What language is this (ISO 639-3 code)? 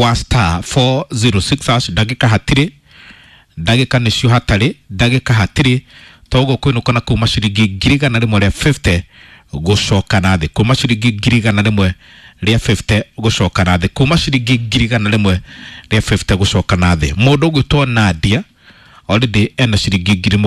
kik